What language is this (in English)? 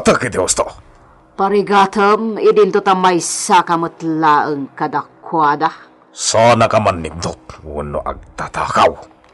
Iloko